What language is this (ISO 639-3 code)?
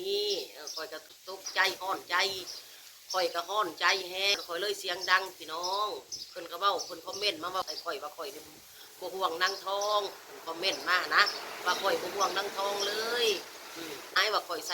tts